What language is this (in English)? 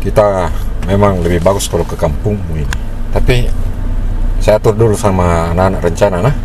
Makassar Malay